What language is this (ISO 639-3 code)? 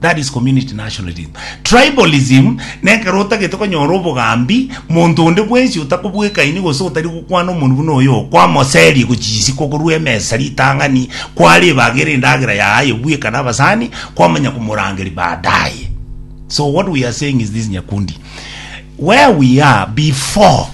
guz